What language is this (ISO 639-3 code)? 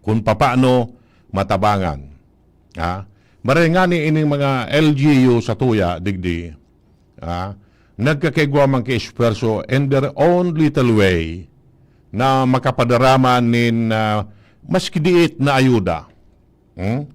bik